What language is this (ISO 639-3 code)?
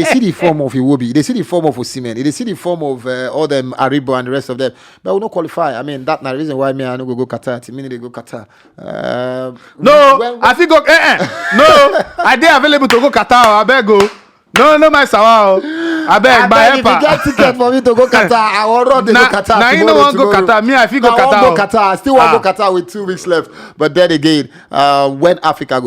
pcm